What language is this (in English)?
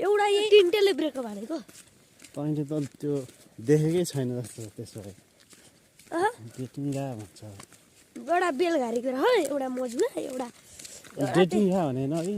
Nepali